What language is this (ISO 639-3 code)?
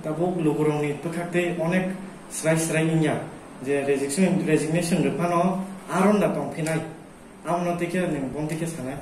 trp